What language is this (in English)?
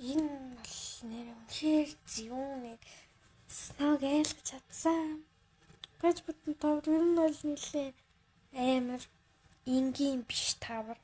Mongolian